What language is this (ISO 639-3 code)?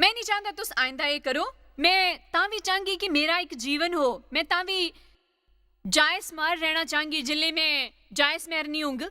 doi